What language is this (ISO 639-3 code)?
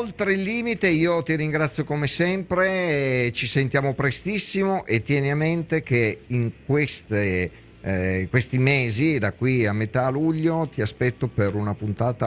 ita